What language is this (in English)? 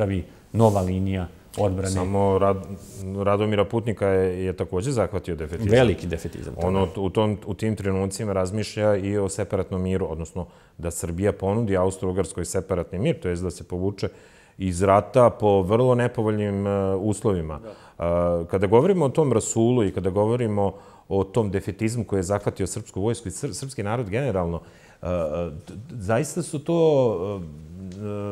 Bosnian